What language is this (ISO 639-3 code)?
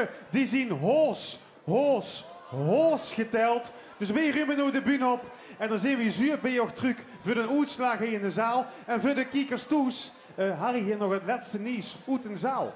lim